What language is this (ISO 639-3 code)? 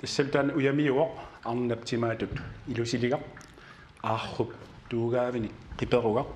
kal